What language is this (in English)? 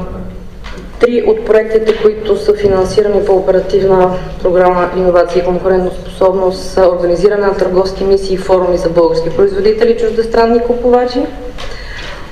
Bulgarian